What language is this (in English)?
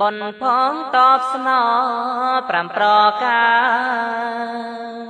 Khmer